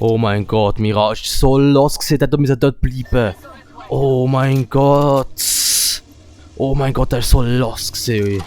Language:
Swiss German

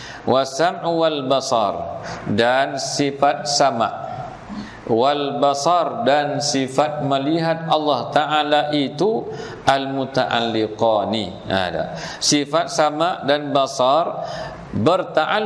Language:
Malay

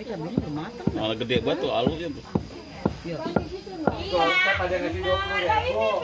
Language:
Betawi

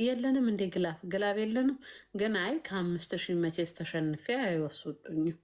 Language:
Amharic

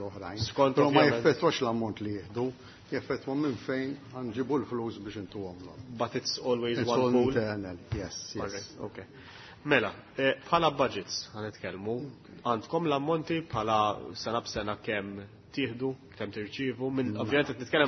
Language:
Maltese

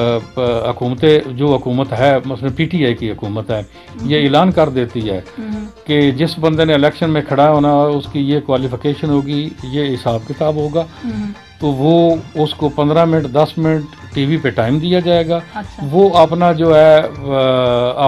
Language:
Urdu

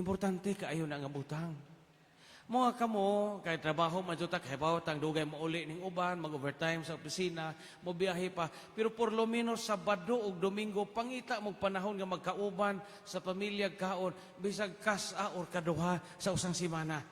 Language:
Cebuano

